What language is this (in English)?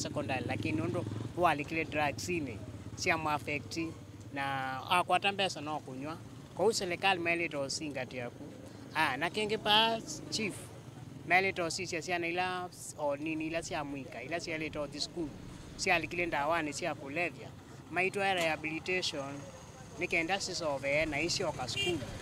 Kamba